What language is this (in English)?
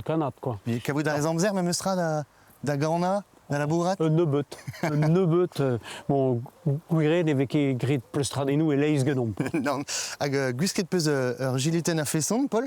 Breton